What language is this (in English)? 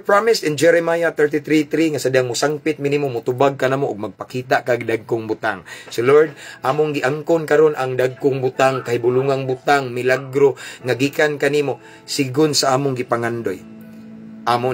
Cebuano